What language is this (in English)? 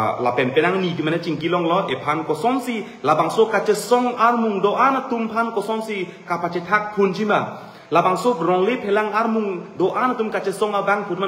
Karbi